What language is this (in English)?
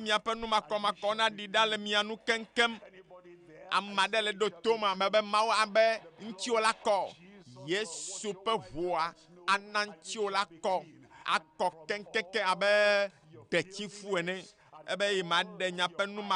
Ewe